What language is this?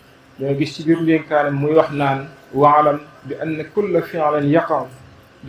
Wolof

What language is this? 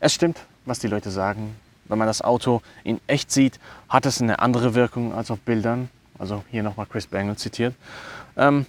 Swiss German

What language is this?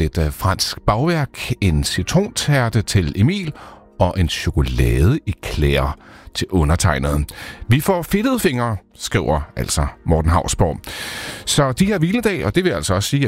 Danish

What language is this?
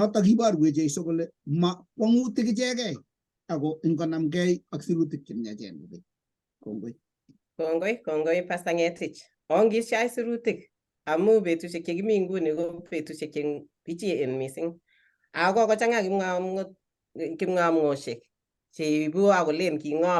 Kalenjin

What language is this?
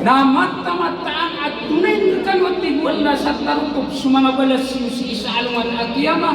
Maranao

